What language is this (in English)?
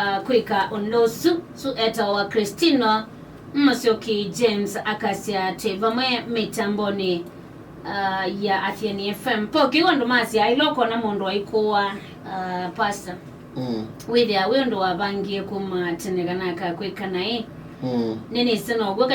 Kamba